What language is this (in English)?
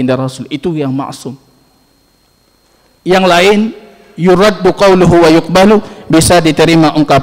Indonesian